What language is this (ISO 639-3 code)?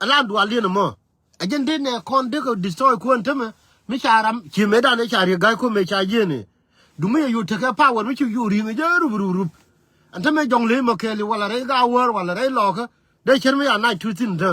nus